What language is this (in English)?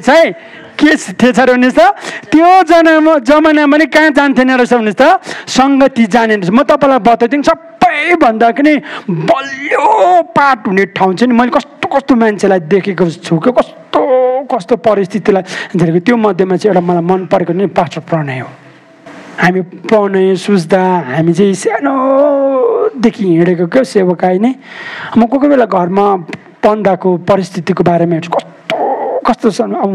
Nepali